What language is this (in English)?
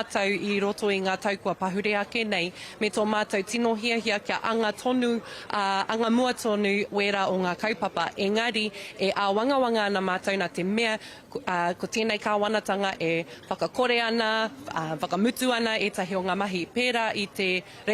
Māori